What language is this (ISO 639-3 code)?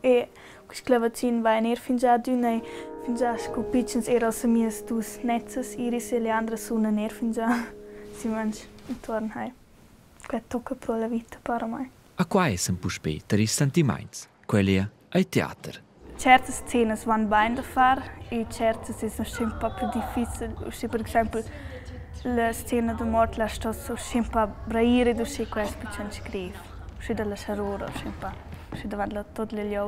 roh